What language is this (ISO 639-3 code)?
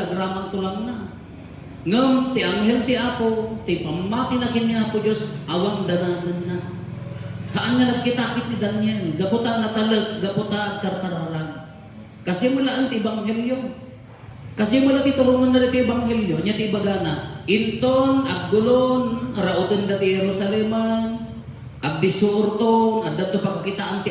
ilo